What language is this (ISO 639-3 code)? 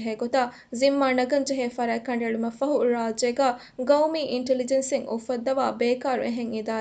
div